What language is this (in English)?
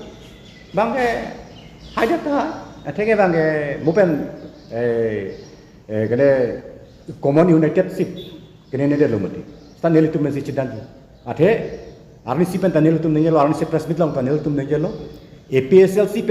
Karbi